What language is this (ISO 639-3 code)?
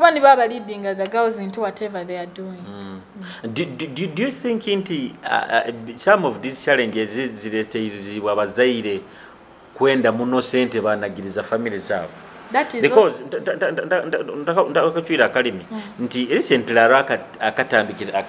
nyo